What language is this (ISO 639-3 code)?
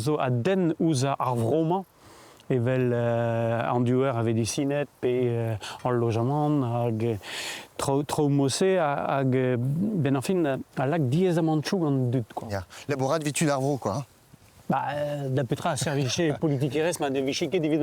bre